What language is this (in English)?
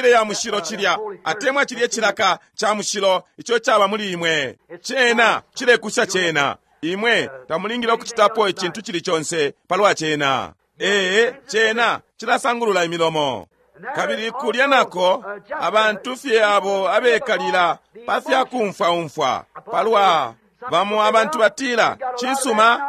Bemba